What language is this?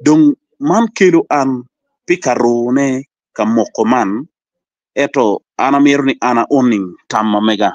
Acoli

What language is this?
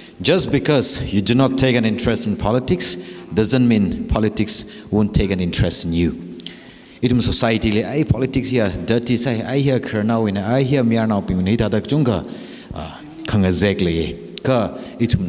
Tangkhul Naga (India)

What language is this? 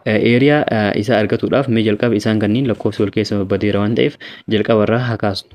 Oromo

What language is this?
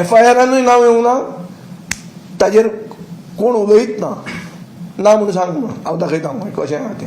Konkani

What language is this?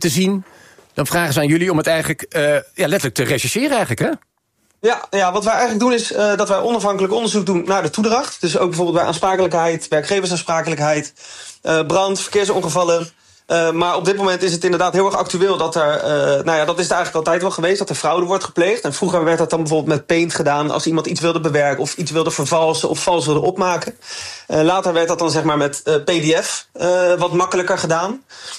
Dutch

